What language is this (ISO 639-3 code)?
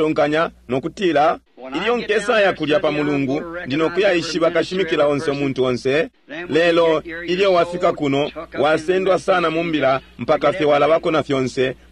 bem